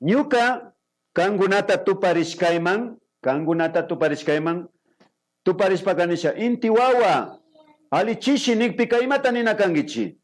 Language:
Imbabura Highland Quichua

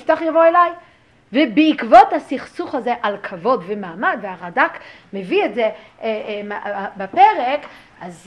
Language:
Hebrew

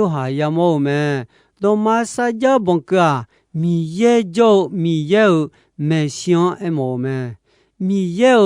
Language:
Akha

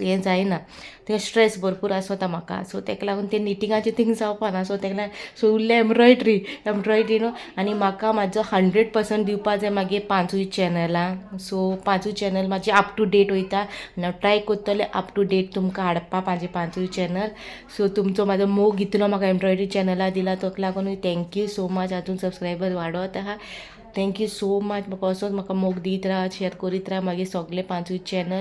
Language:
Konkani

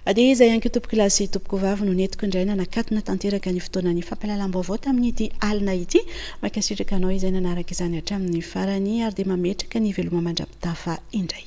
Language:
Malagasy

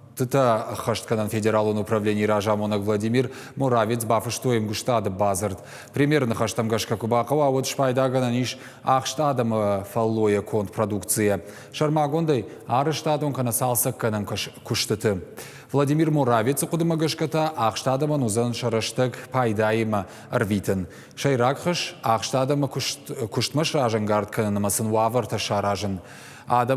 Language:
Ossetic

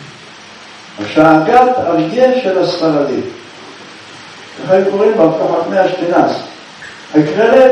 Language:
Hebrew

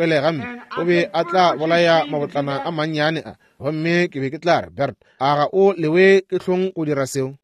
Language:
Northern Sotho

